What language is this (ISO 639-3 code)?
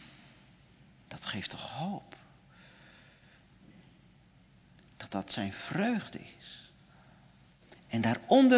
nld